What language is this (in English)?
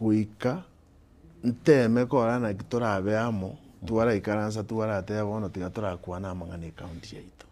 Gusii